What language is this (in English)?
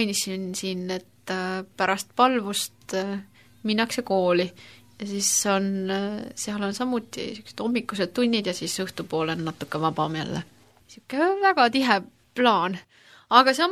Estonian